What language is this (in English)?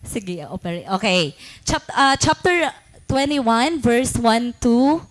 Waray